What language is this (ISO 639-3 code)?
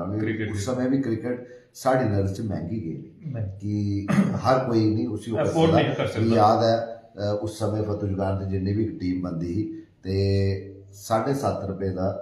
doi